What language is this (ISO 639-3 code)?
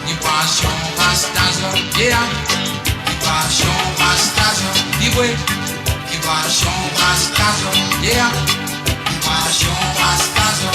mfe